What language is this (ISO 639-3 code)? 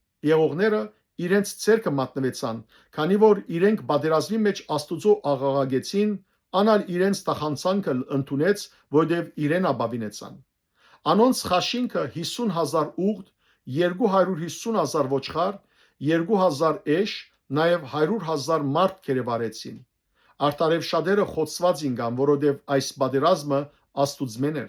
hyw